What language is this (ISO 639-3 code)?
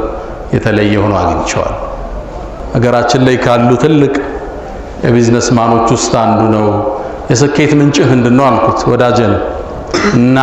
amh